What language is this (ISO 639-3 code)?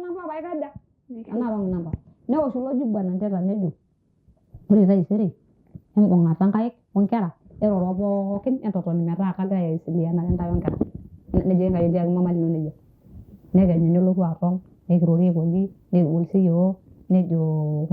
mas